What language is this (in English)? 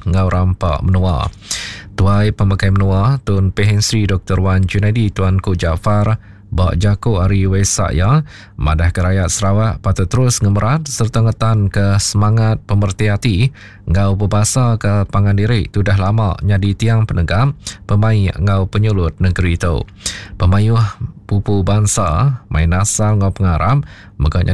Iban